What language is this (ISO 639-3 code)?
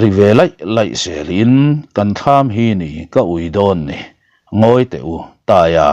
lus